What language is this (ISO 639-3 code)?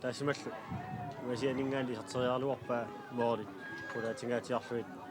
kal